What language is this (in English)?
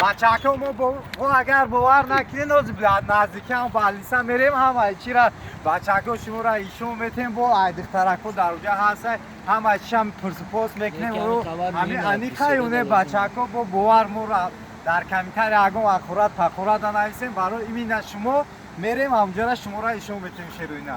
Tajik